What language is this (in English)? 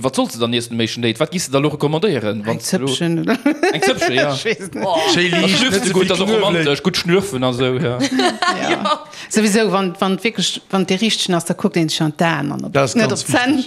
Luxembourgish